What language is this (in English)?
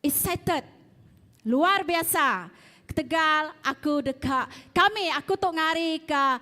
Iban